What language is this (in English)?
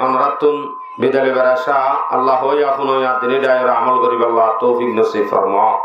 Rohingya